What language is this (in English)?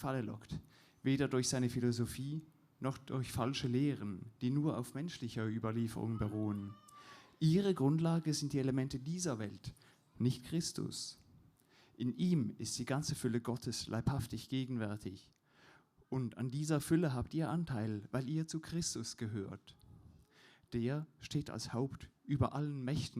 Swiss German